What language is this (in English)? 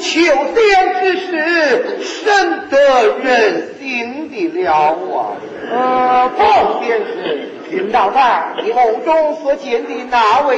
Chinese